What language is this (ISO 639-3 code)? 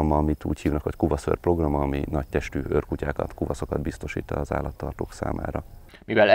hun